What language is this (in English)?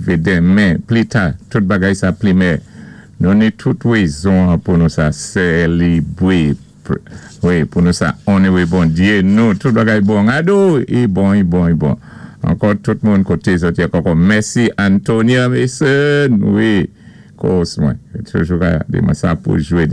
Saint Lucian Creole French